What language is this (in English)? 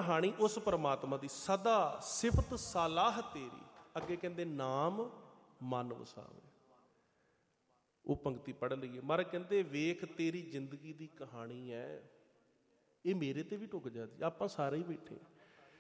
Punjabi